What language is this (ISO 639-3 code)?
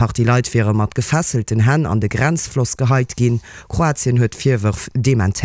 ltz